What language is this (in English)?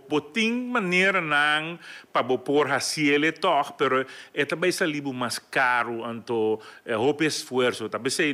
Papiamento